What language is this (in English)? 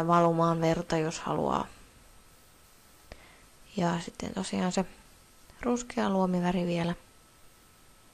Finnish